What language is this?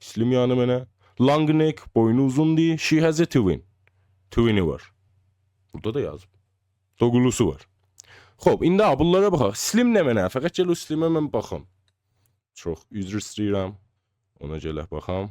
South Azerbaijani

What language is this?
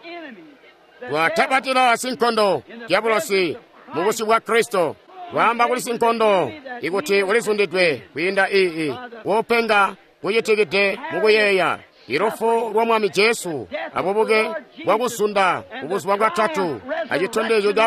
Tonga (Zambia)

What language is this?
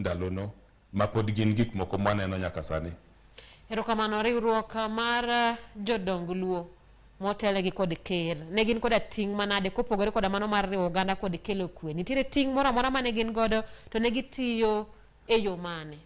Luo (Kenya and Tanzania)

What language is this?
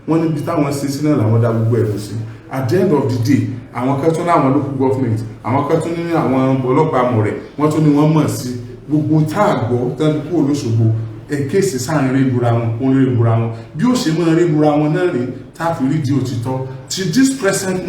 Yoruba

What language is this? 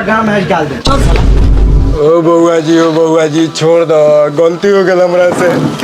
Maithili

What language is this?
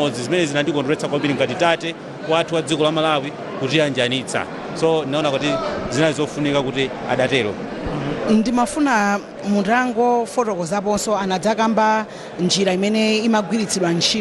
Nyanja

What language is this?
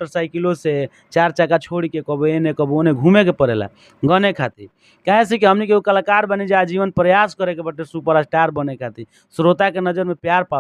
Bhojpuri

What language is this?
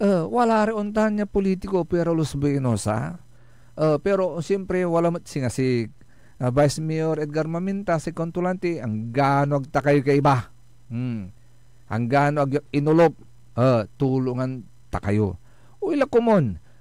Pangasinan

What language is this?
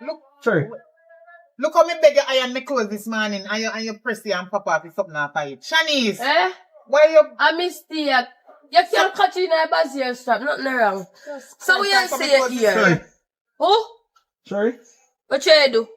Jamaican Creole English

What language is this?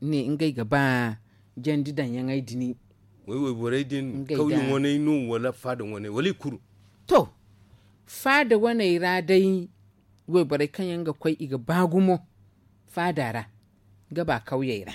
Zarma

